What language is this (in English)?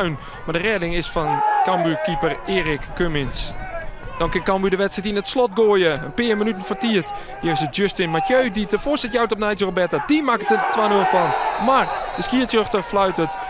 Western Frisian